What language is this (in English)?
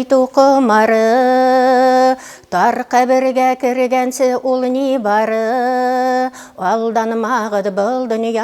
Bashkir